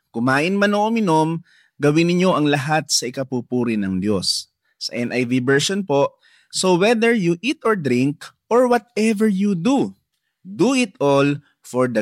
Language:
Filipino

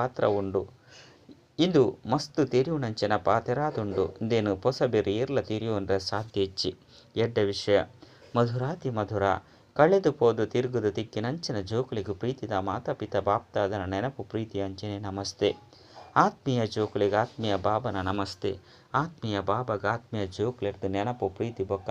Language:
Tulu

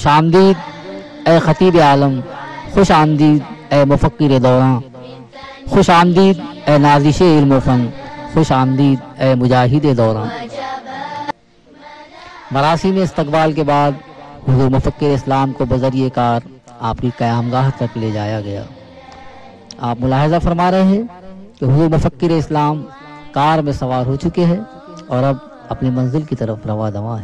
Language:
Urdu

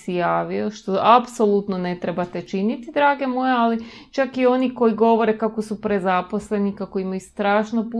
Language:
Croatian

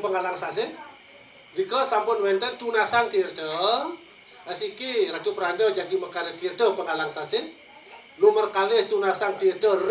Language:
Balinese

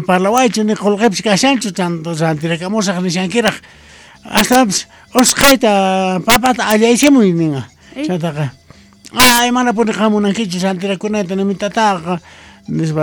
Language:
Quechua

